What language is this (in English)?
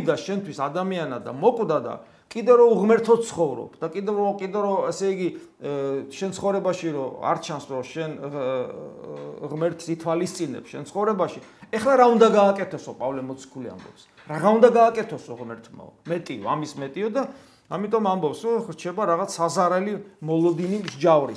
Georgian